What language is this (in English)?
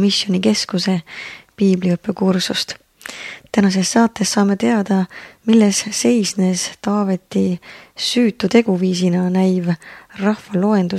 Estonian